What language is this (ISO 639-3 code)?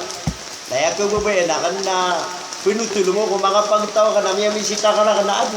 mrw